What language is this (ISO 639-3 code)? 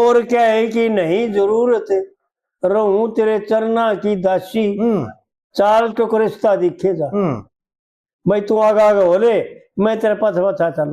bgc